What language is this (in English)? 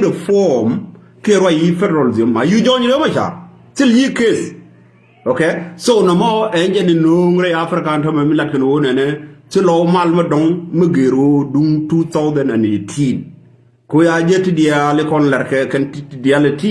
Nuer